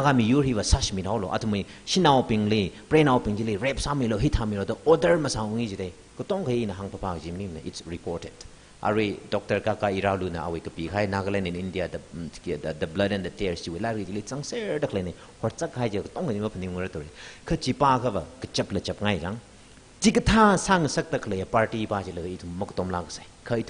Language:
Tangkhul Naga (India)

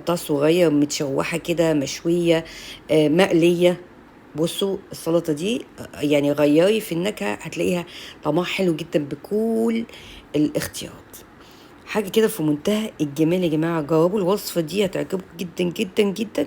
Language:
Egyptian Arabic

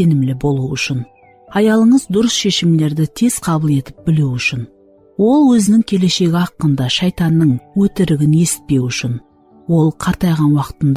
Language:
Kara-Kalpak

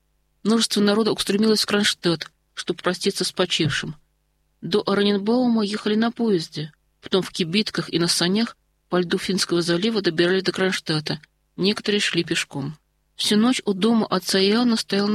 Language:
Russian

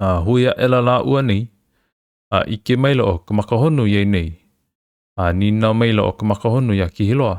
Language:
Hawaiian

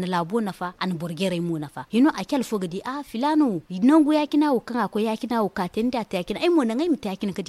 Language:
Zarma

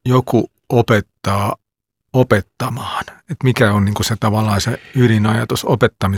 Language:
Finnish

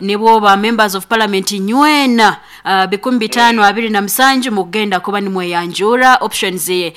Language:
Nyankole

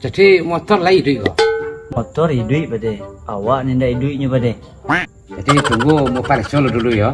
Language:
Minangkabau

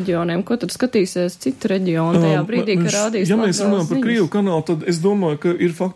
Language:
Latvian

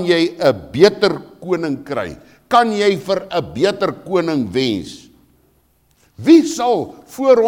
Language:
Afrikaans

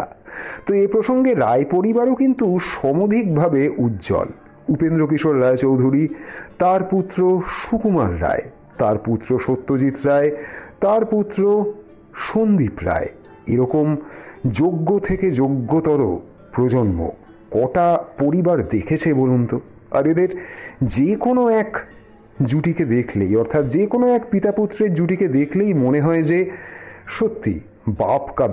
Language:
Bangla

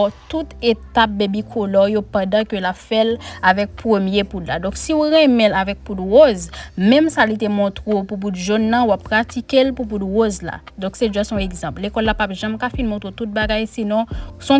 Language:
Haitian Creole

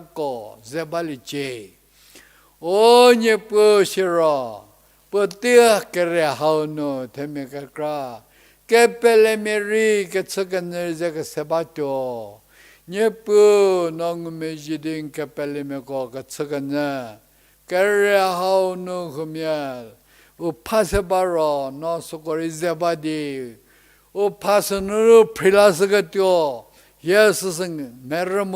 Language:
Angami Naga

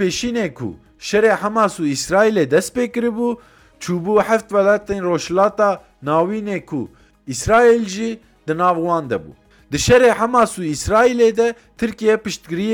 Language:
Kurdish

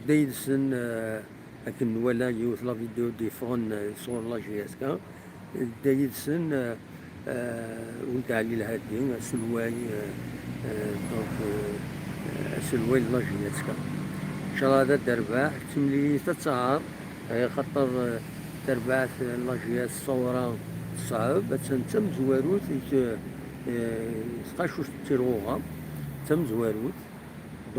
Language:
Kabyle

